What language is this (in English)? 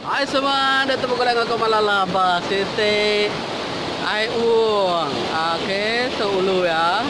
Iban